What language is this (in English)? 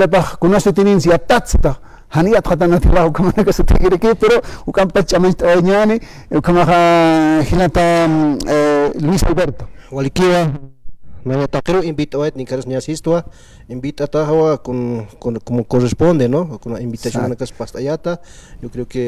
Aymara